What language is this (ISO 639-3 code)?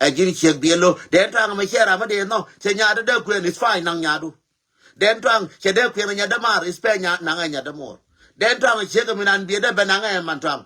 nus